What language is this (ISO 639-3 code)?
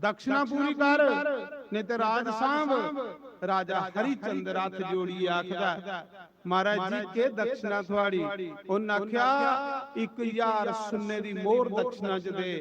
doi